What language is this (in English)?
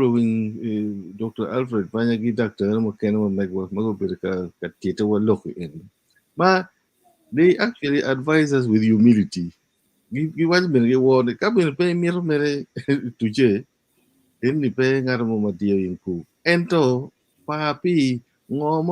Acoli